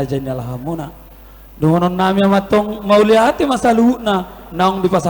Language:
Batak Toba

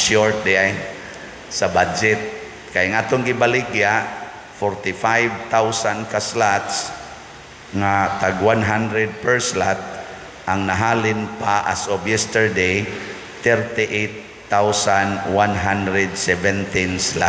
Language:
Cebuano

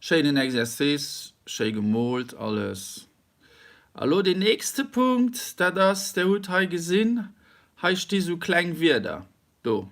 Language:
Luxembourgish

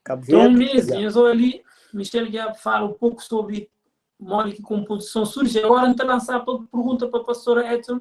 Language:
Kabuverdianu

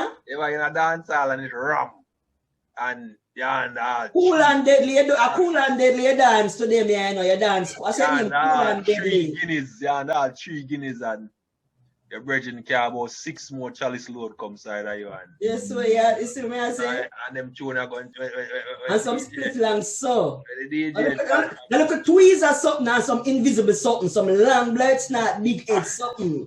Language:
Jamaican Creole English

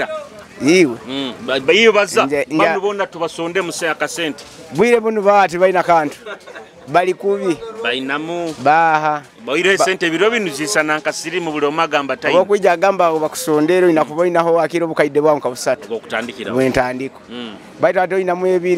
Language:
Nyoro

